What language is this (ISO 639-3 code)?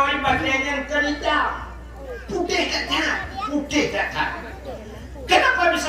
ace